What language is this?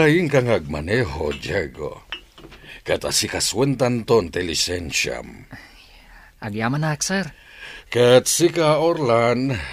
Iloko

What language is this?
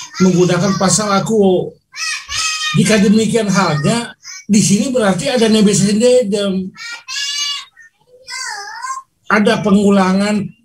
Indonesian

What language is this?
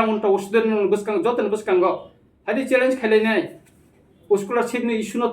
Kok Borok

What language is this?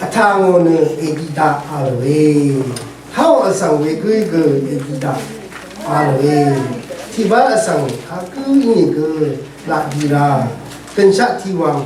Rawang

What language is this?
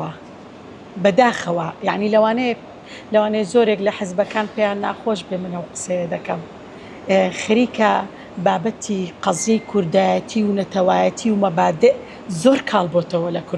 Central Kurdish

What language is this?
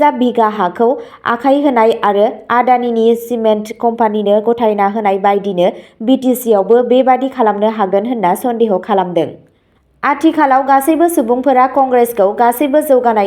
Bodo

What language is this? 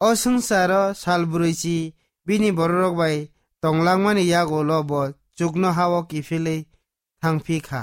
Kok Borok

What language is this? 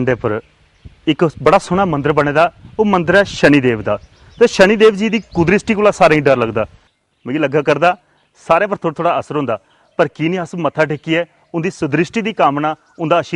Dogri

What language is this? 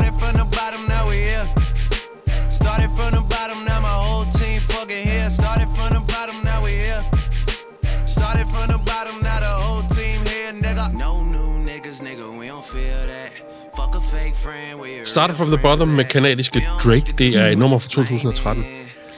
Danish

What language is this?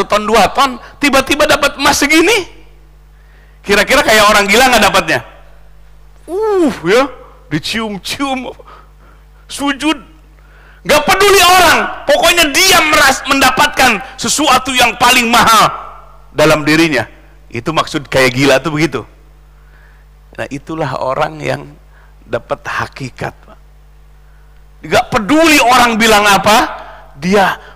Indonesian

